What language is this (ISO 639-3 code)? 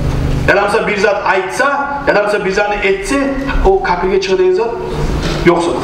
kum